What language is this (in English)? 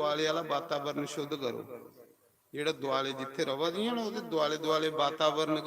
Dogri